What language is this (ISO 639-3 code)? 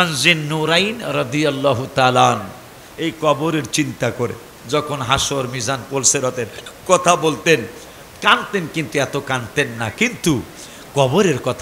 ben